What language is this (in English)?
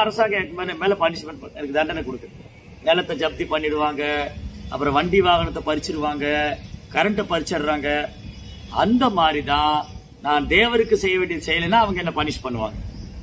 Tamil